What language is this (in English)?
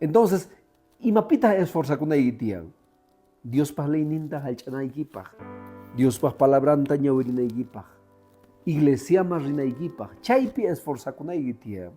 Quechua